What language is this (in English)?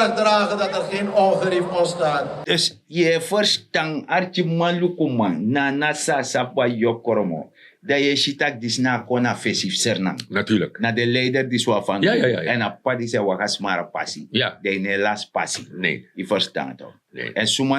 Sranan Tongo